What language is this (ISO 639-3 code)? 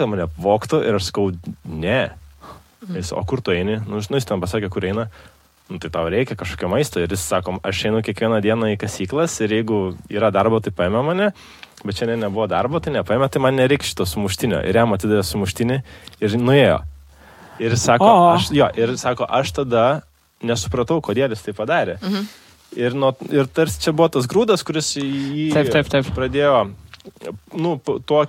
lit